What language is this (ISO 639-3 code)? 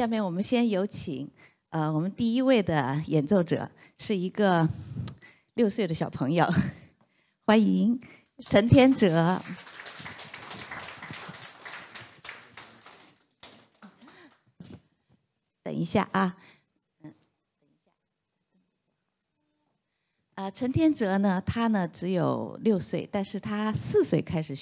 zho